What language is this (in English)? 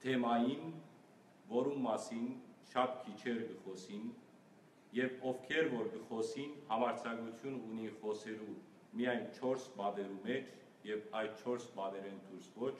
Western Armenian